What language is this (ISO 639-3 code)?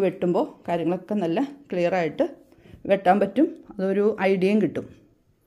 mal